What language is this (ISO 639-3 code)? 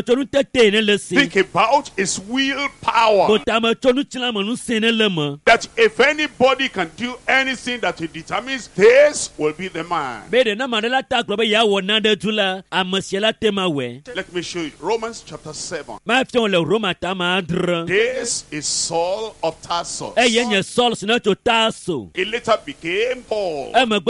ewe